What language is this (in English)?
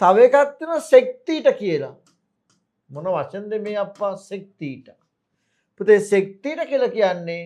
Sinhala